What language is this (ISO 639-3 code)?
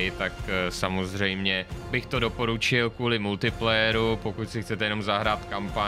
ces